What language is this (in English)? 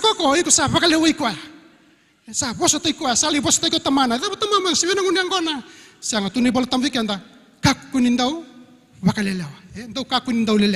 Fijian